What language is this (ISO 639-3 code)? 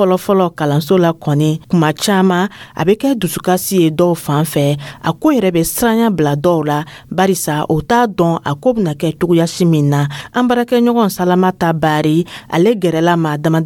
dyu